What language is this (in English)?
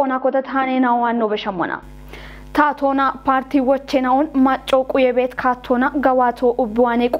Kafa